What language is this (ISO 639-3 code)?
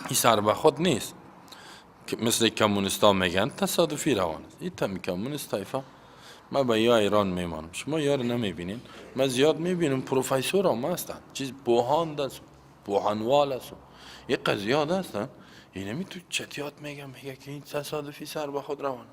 fas